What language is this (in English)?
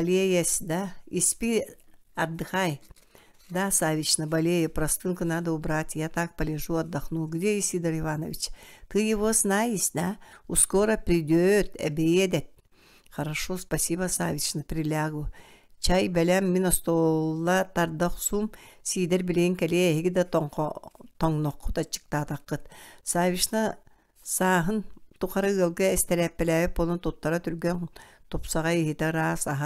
Yakut